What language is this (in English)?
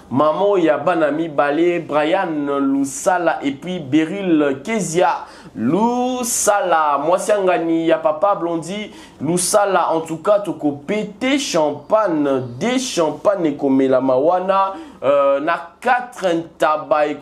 Lingala